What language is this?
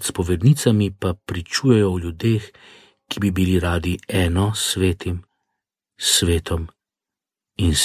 Slovenian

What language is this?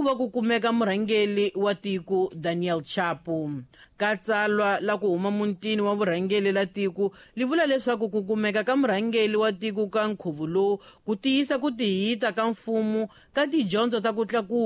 Tsonga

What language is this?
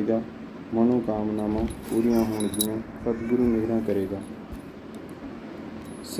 Punjabi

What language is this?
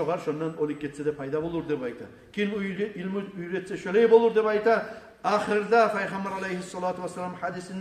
Kumyk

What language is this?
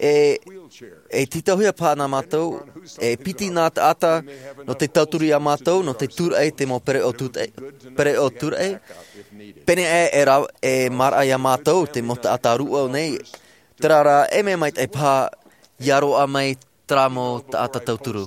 Tahitian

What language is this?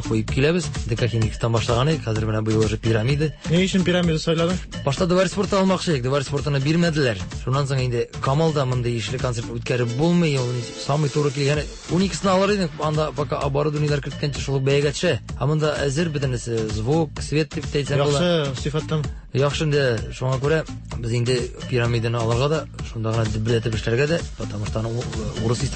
Tatar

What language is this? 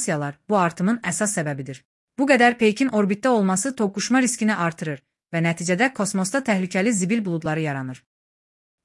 Azerbaijani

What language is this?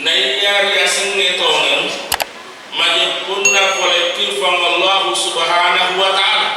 Buginese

